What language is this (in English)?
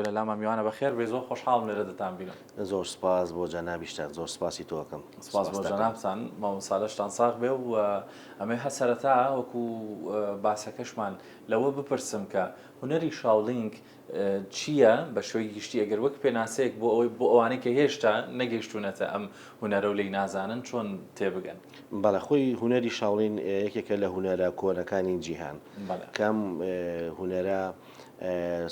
Central Kurdish